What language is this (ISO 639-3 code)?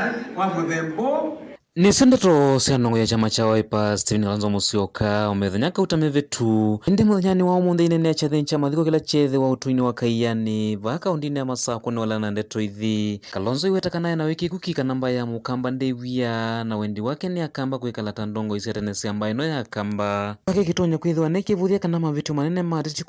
kam